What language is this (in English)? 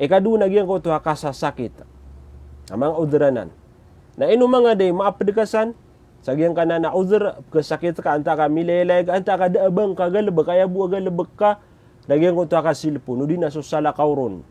Maranao